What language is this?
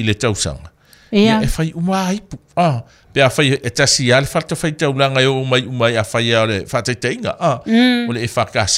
Samoan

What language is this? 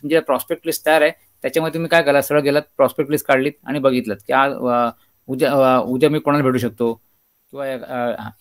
Marathi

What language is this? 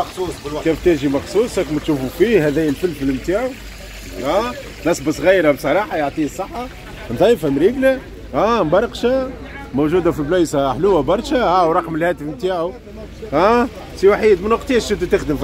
Tunisian Arabic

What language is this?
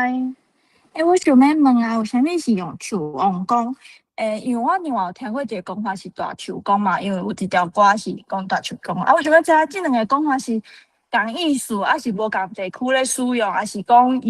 Min Nan Chinese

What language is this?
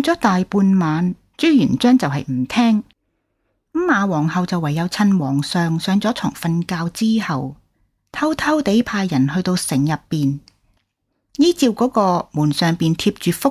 Cantonese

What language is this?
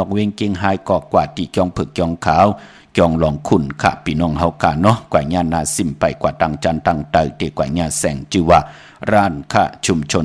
Shan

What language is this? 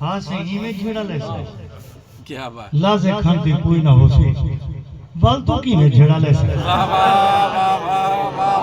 Saraiki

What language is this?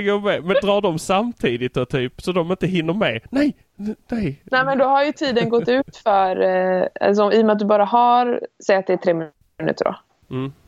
Swedish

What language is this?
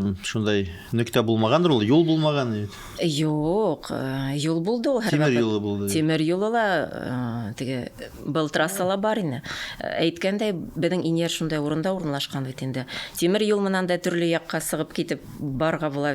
Bashkir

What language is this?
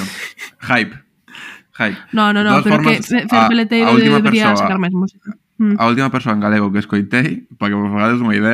Galician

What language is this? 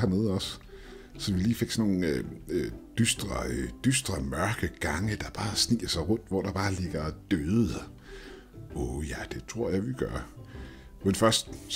Danish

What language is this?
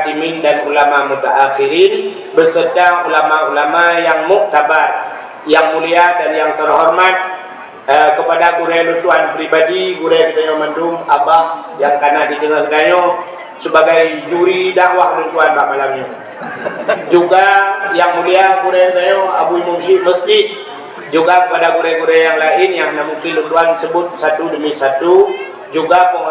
Achinese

